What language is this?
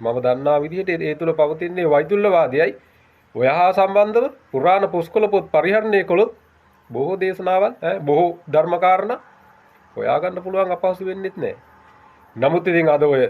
Sinhala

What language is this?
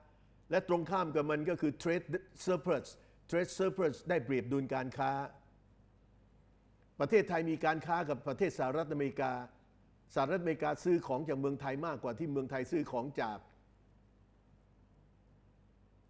Thai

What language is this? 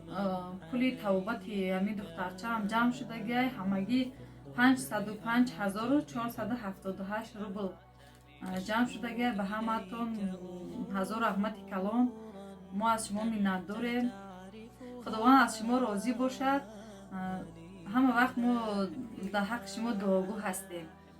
Tajik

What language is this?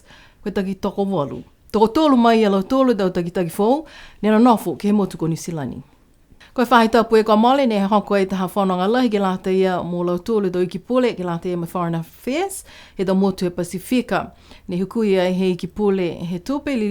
Niuean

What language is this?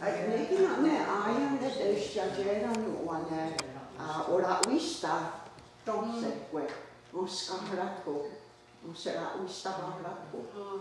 Mohawk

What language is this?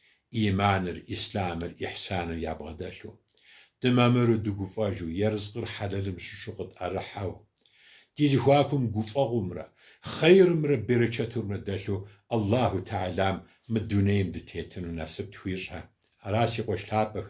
Kabardian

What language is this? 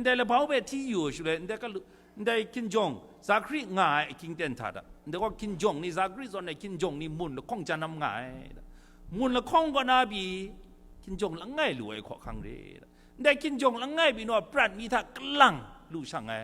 Kachin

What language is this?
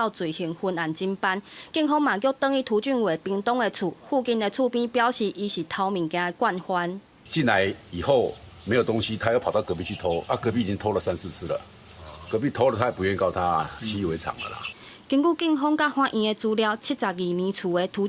Min Nan Chinese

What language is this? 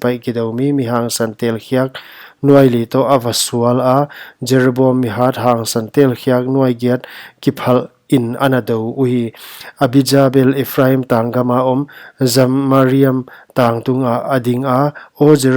Paite Chin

